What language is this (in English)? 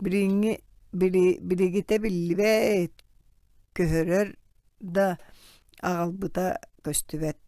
Yakut